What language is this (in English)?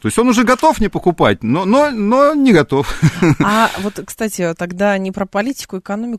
Russian